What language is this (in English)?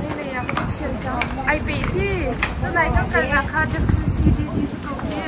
Hakha Chin